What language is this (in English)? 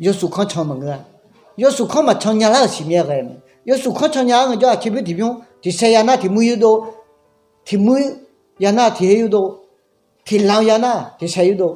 Akha